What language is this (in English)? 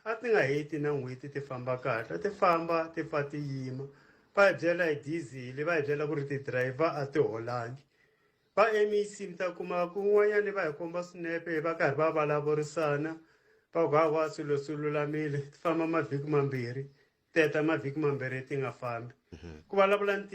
Tsonga